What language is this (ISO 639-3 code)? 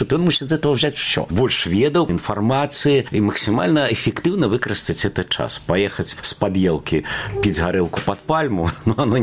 bel